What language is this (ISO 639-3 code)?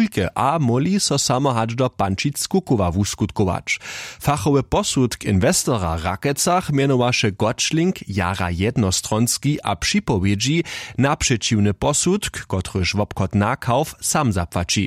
hsb